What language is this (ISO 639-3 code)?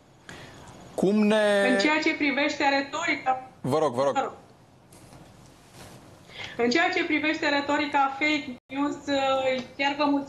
ron